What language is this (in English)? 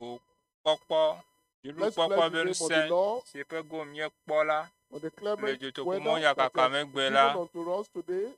Ewe